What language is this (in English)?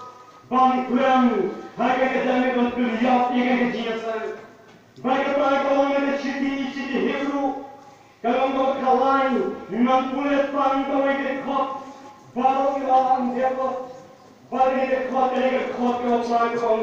Khasi